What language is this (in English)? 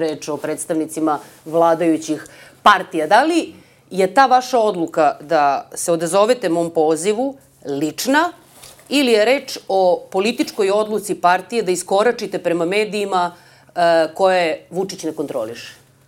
Serbian